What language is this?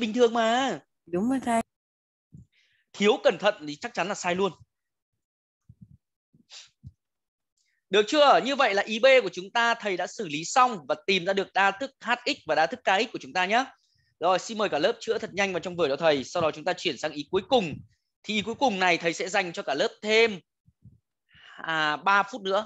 Vietnamese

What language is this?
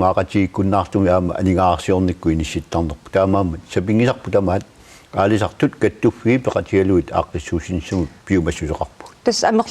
Kalaallisut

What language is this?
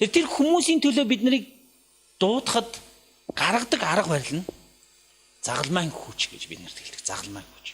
Mongolian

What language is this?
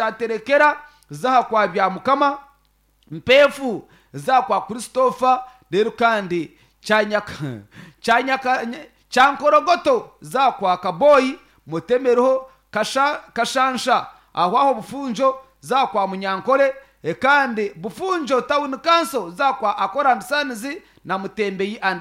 Nyankole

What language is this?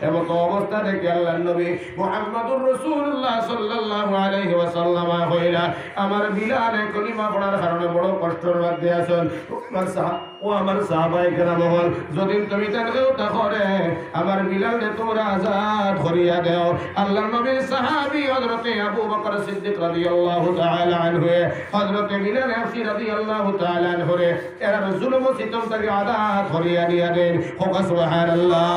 Sylheti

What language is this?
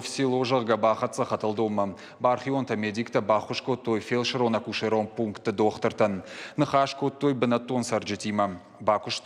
Ossetic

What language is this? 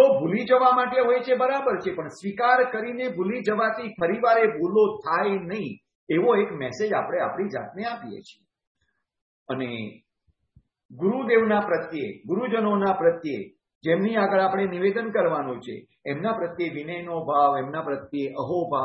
Gujarati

